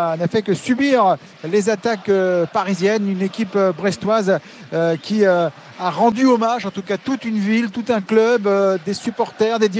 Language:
French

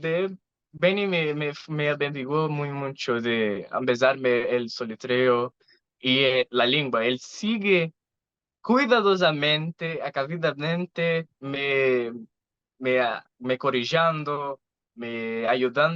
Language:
Ladino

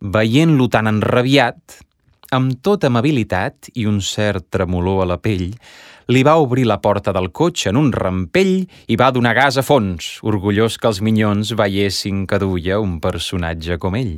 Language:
Catalan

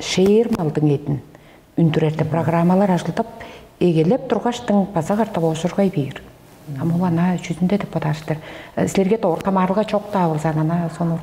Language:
Tuvinian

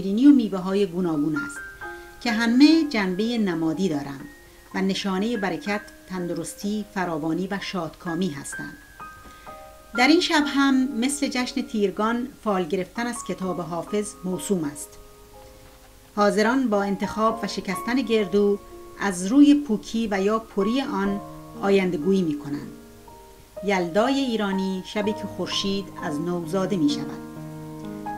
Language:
Persian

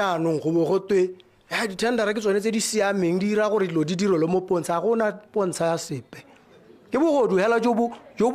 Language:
Tswana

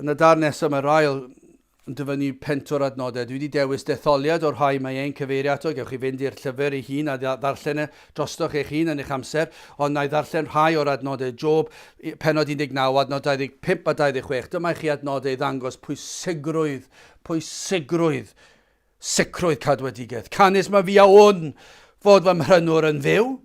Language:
Welsh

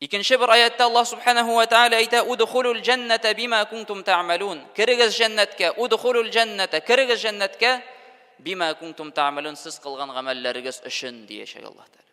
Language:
Tatar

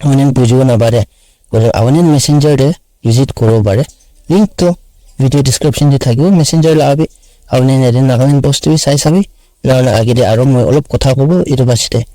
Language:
Naga Pidgin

